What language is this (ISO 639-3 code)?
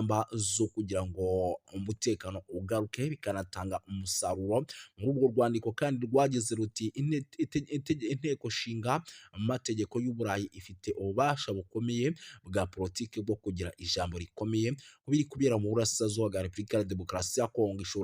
kin